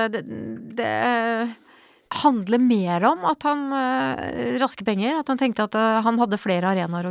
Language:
Norwegian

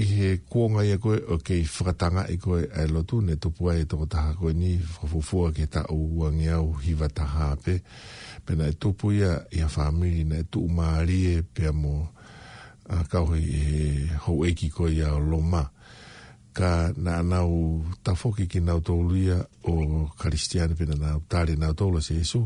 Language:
Tongan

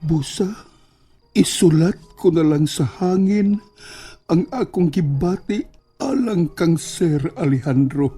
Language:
Cebuano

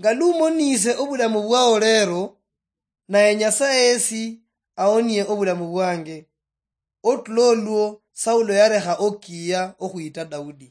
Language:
Luyia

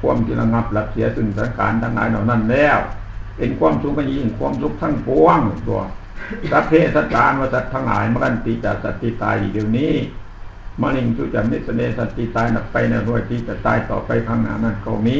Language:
Northeastern Thai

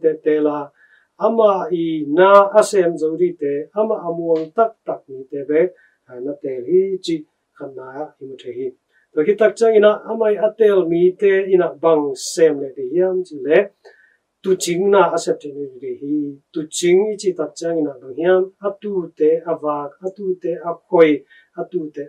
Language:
Tedim Chin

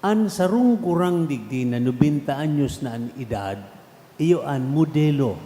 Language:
Bikol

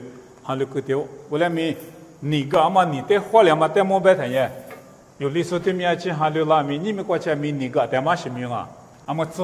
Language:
Lisu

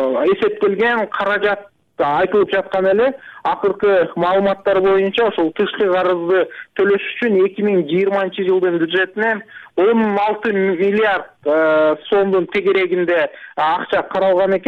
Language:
Kyrgyz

